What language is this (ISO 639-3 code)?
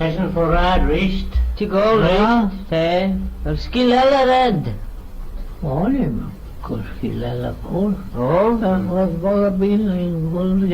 glv